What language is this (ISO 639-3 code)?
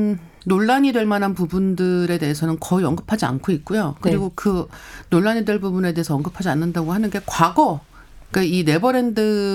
kor